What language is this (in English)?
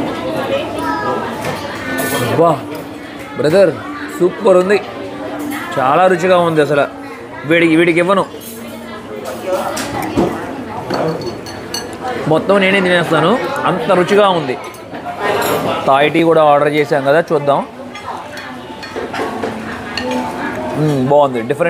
Telugu